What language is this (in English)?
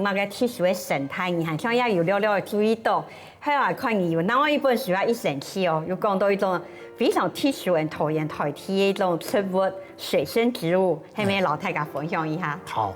Hakka Chinese